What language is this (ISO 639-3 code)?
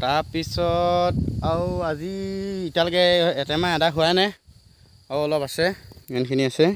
asm